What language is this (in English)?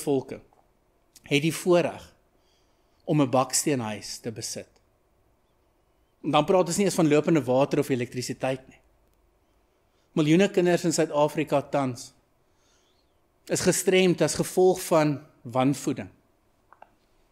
Afrikaans